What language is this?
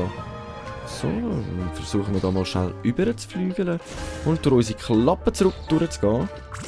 Swiss German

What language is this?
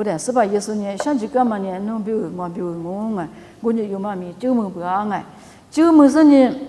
Lisu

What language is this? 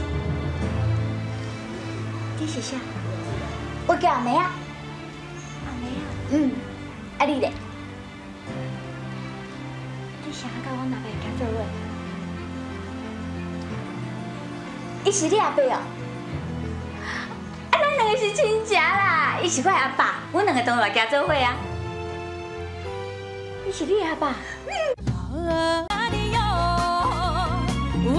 Min Nan Chinese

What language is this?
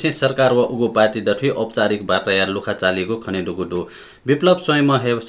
Newari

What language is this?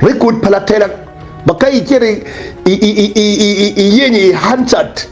Acoli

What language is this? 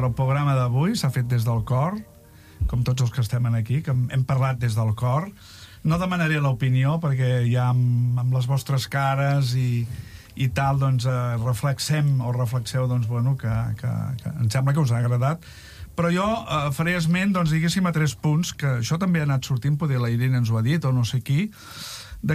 Catalan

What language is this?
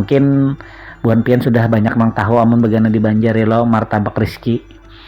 Banjar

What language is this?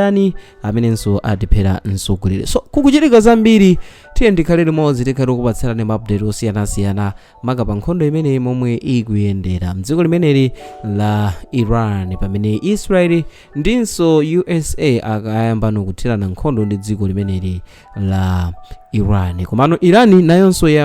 Nyanja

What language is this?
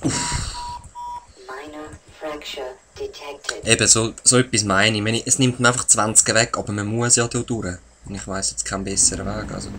Swiss German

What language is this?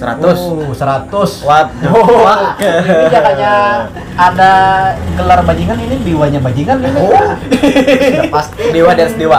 Banjar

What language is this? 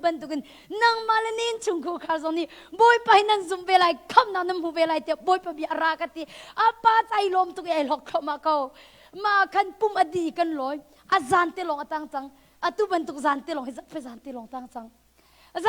Hakha Chin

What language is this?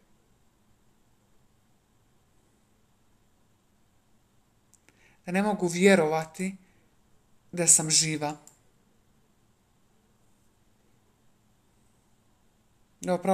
Croatian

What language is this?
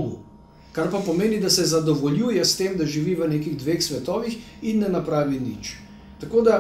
Slovenian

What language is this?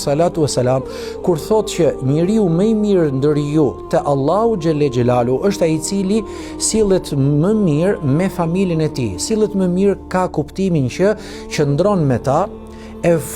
Albanian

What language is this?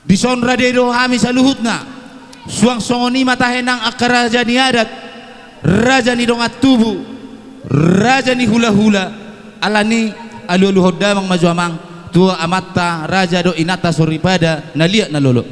Batak Toba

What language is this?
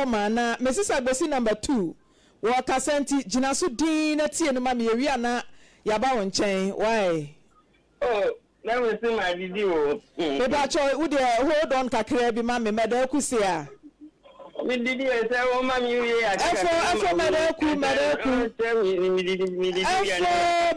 Akan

